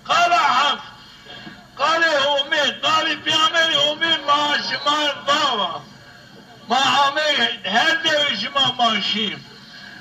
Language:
Zaza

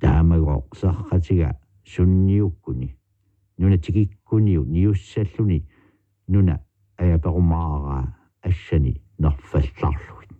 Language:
Kalaallisut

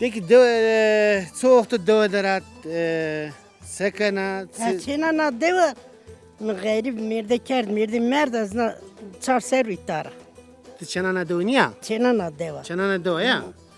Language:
Zaza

